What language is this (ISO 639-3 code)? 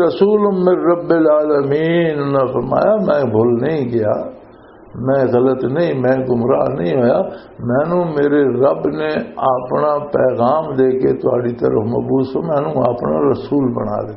lah